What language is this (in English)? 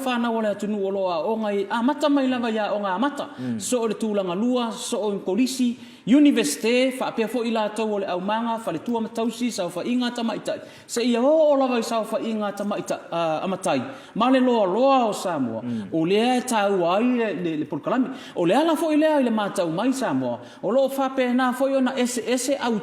Samoan